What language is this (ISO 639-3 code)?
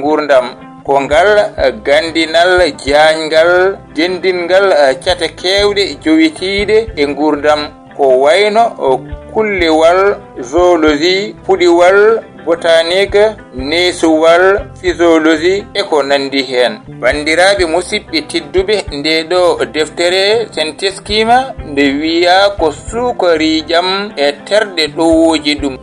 ful